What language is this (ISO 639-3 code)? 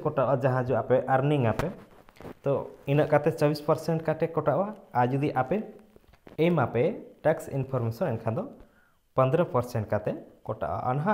sat